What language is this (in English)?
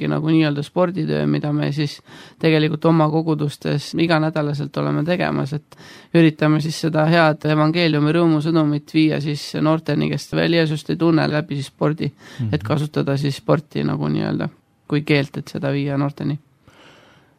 Estonian